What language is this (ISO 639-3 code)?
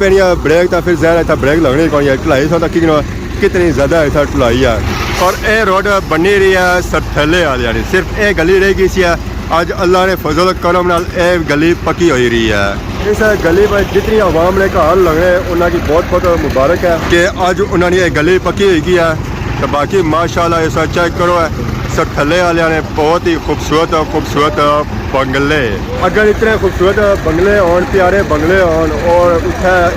phr